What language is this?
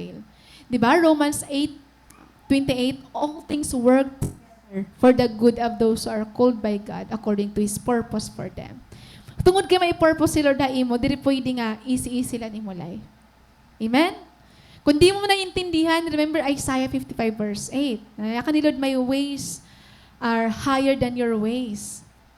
Waray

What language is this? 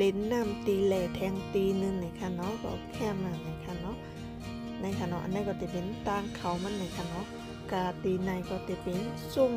Shan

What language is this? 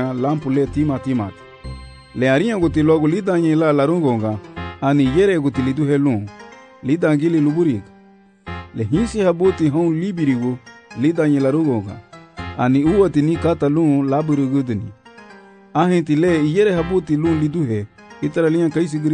Garifuna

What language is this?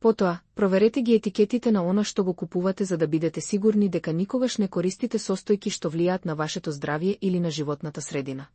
Macedonian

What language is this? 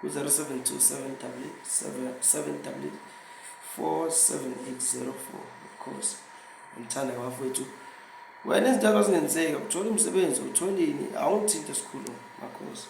Zulu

